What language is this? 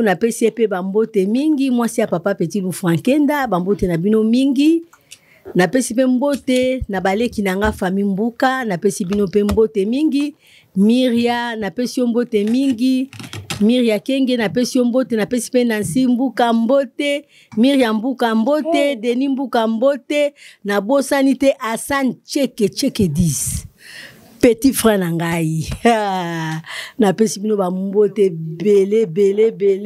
Lingala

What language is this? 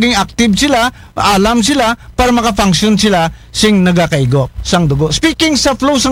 Aklanon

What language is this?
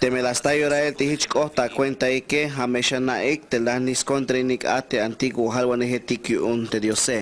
Tzeltal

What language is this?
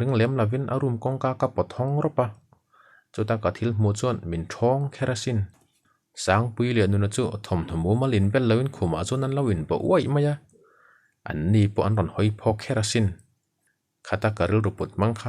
Mizo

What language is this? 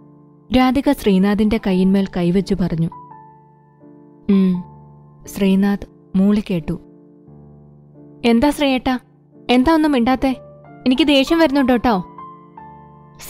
Malayalam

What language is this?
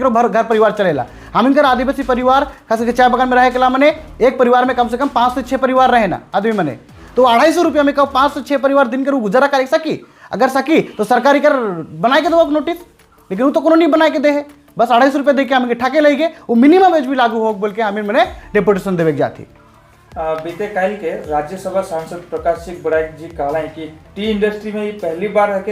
Sadri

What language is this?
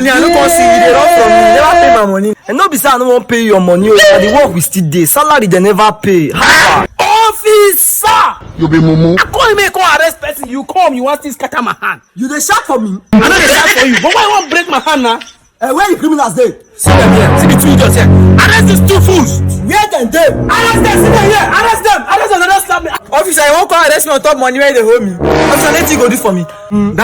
Nigerian Pidgin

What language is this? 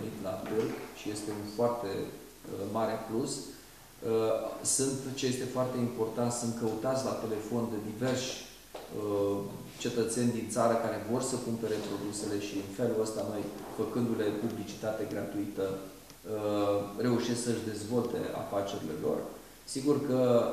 Romanian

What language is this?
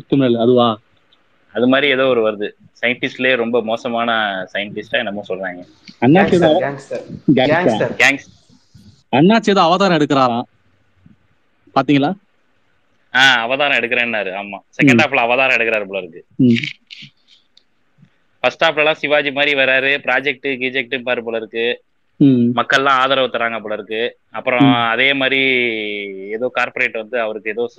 Tamil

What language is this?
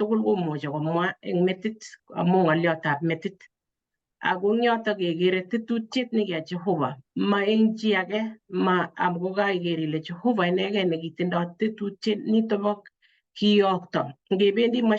Kalenjin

